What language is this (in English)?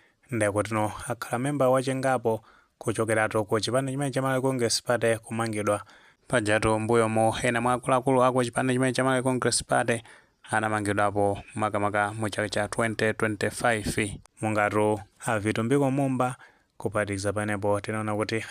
Nyanja